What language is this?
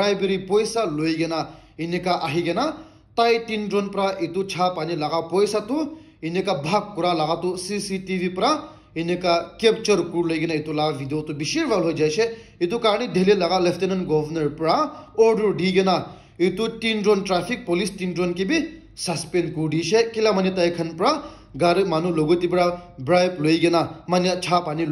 Naga Pidgin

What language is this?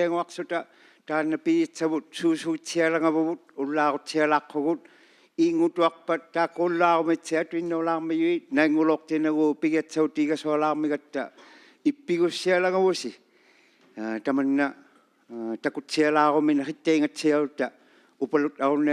Inuktitut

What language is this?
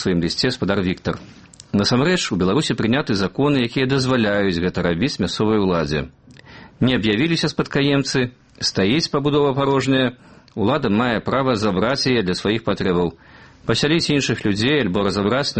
Belarusian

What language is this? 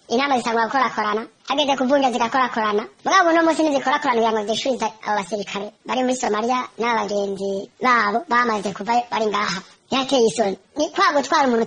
Rundi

